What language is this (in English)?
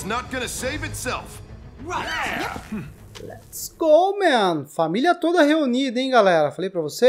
Portuguese